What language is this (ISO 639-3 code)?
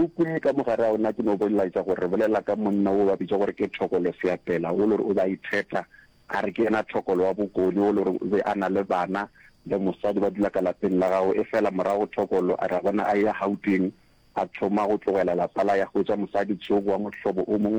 nso